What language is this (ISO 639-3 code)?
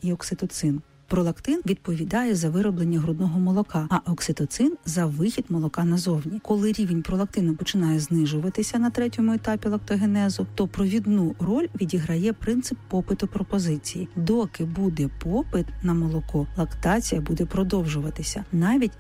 ukr